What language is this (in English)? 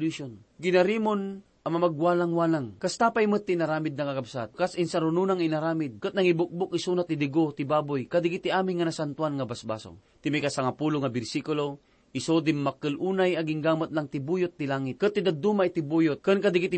Iloko